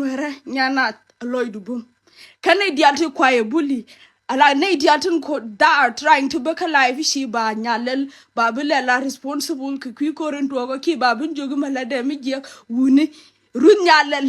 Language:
Nuer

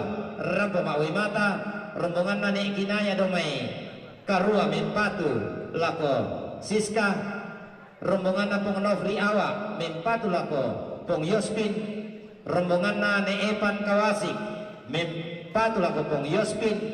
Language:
Toraja-Sa'dan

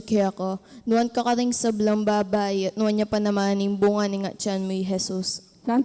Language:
Pampanga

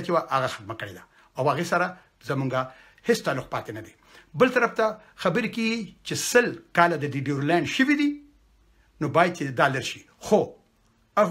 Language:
Pashto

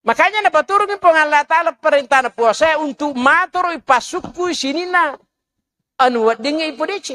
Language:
Buginese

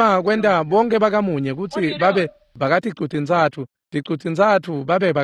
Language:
Swati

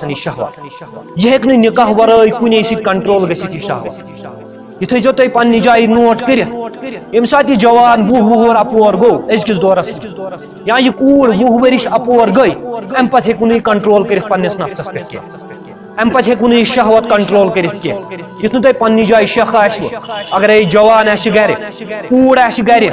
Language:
Kashmiri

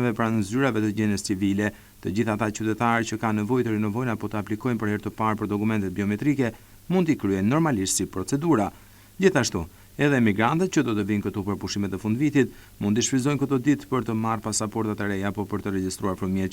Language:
Albanian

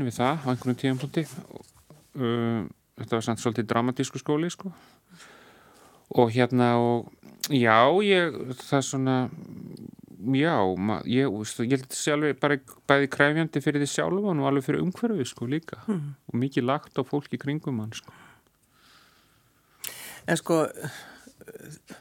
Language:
Icelandic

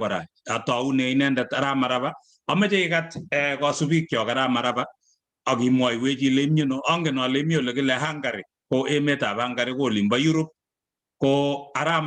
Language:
Kalenjin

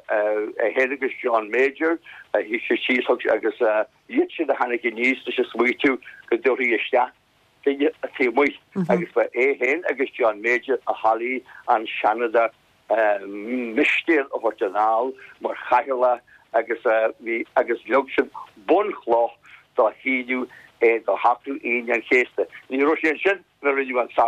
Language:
Irish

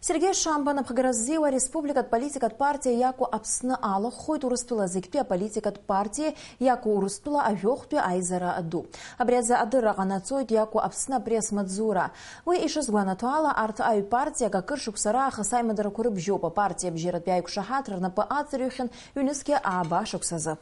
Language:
Abkhazian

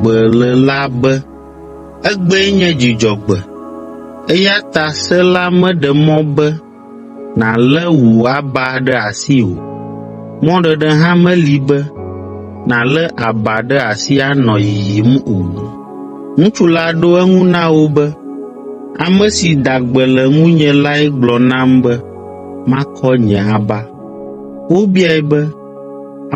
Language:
Ewe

